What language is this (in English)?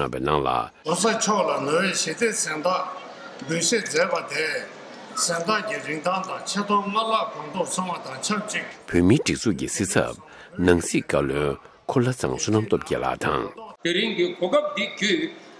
Tibetan